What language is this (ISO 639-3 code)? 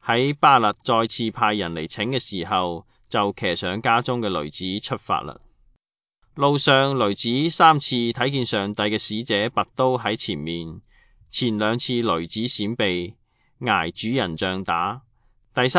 yue